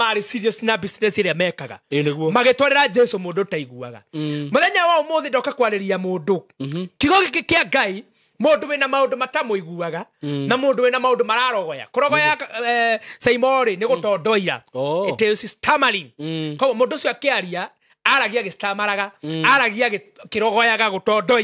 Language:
Kikuyu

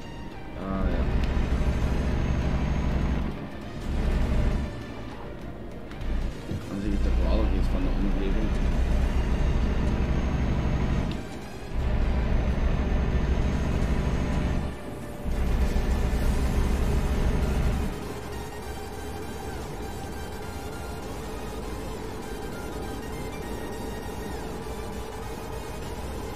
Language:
Dutch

